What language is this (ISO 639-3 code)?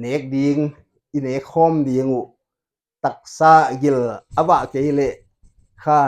pck